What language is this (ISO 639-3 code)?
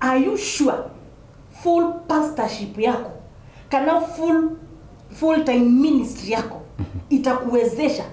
kam